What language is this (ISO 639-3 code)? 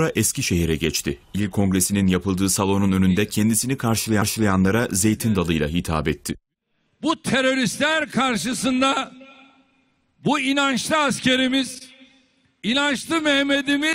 tur